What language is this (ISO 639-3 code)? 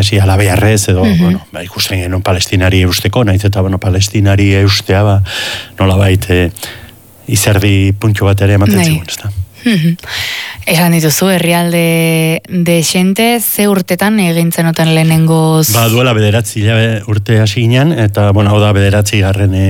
eus